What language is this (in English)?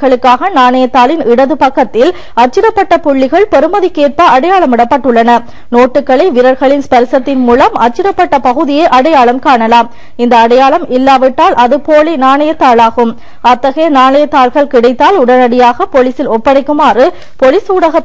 Tamil